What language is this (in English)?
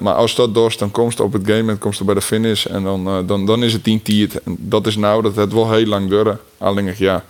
Western Frisian